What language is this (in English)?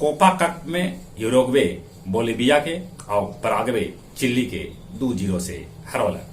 Magahi